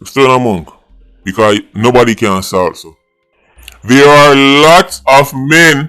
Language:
Jamaican Creole English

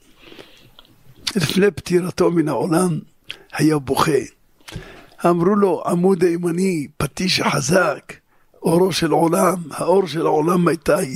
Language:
Hebrew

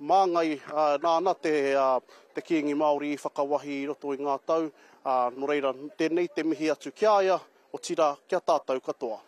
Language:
Māori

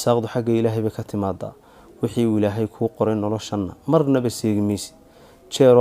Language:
Somali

